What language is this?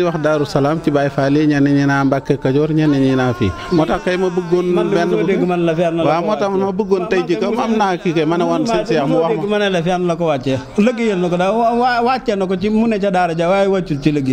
Wolof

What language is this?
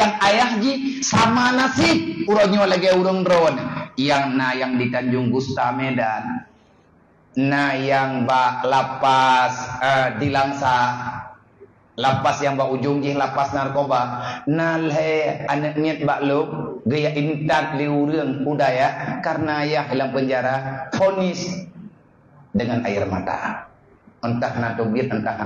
Achinese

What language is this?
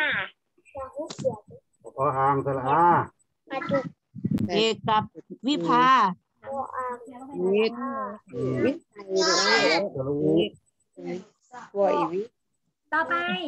Thai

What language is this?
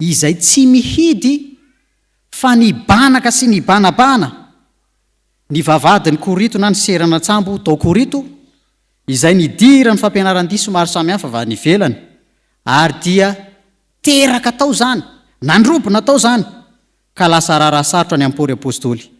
Malagasy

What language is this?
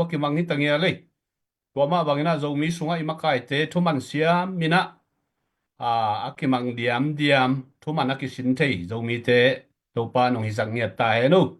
Tedim Chin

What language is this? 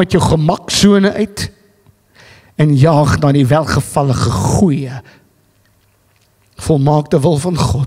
Afrikaans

